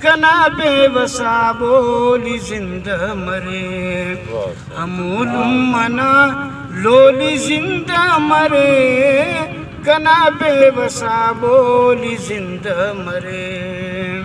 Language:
Brahui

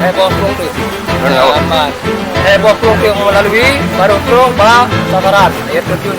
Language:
Achinese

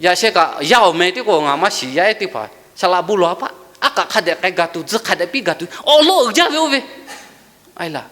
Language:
Lahu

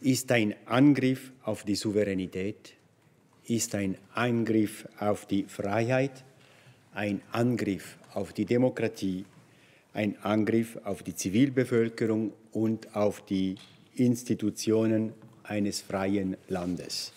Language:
Swiss German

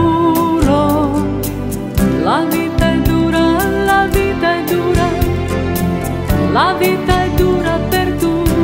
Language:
Italian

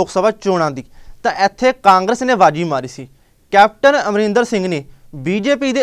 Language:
Punjabi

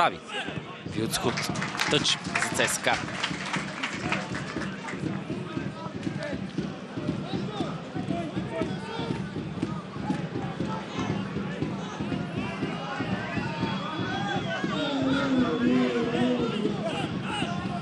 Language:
Bulgarian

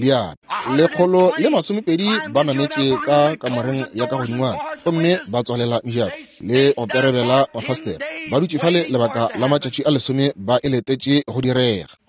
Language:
Northern Sotho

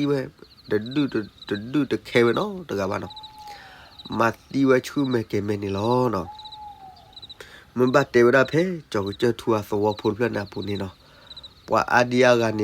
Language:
S'gaw Karen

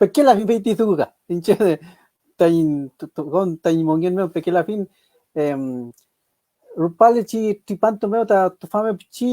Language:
Mapuche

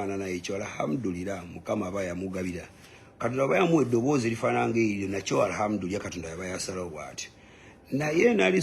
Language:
Ganda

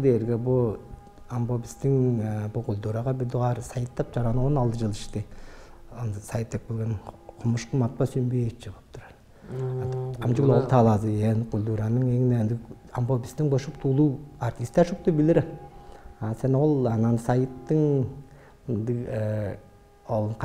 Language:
Tuvinian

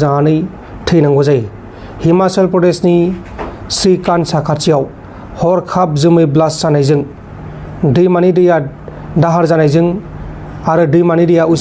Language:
Bodo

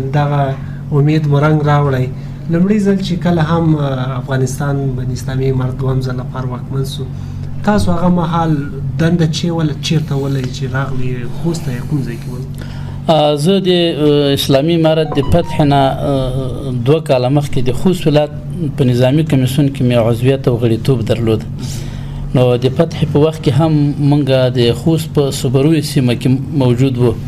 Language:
Pashto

